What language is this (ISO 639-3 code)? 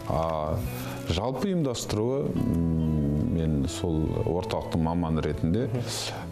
kaz